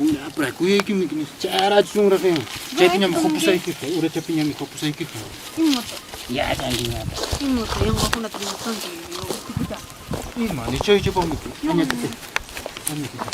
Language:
Ayacucho Quechua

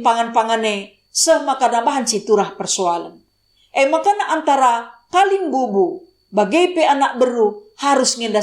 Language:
Batak Karo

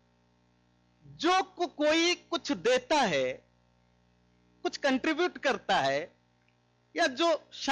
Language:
Hindi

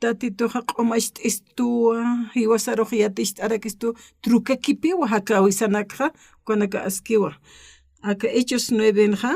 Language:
Aymara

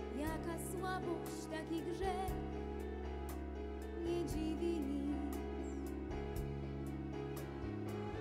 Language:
Polish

